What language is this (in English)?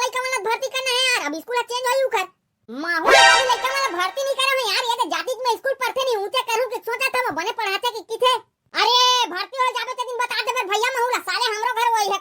Chhattisgarhi